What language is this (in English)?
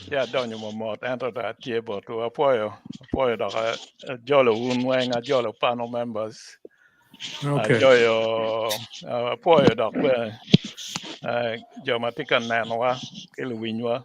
Acoli